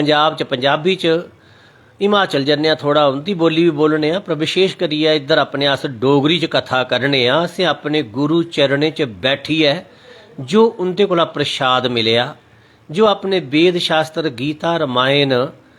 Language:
Dogri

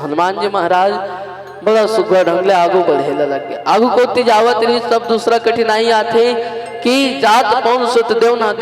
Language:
Chhattisgarhi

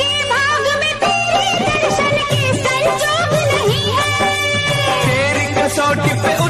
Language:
Hindi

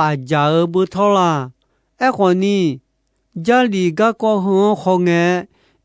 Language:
Akha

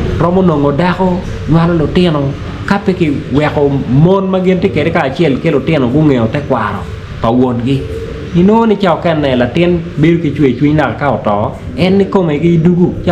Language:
Acoli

